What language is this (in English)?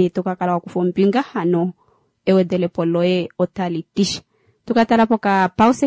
Kuanyama